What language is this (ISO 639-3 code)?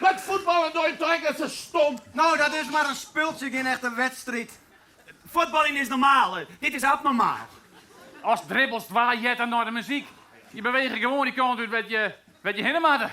fry